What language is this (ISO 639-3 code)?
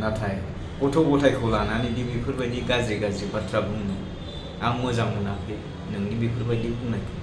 brx